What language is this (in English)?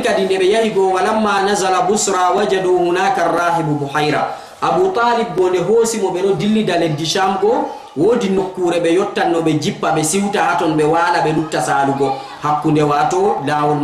Fula